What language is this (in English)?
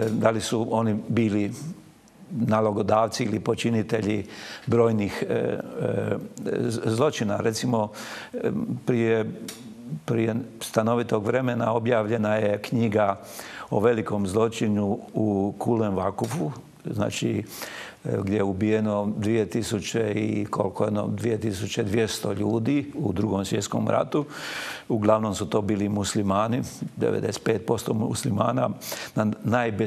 Croatian